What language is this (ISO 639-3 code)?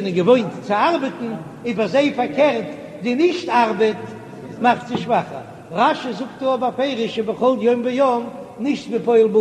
yid